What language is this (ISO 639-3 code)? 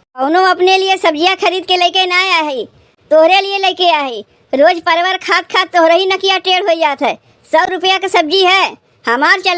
awa